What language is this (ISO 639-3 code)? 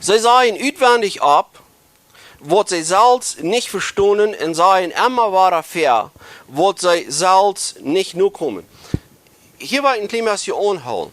pdt